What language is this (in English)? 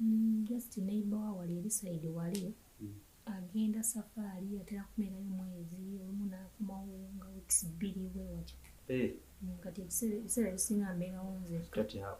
Ganda